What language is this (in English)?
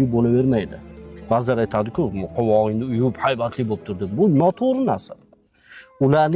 Uzbek